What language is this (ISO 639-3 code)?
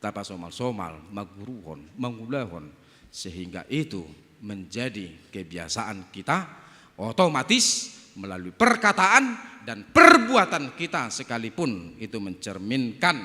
bbc